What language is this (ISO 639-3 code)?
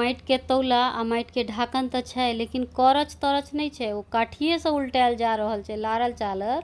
mai